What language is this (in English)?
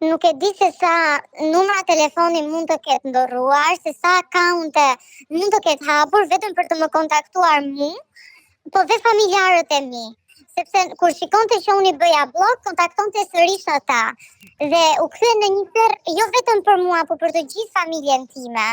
Albanian